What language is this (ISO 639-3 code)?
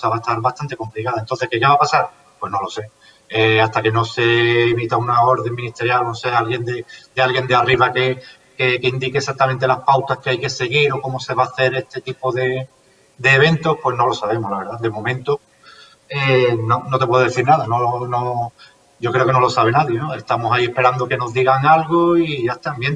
spa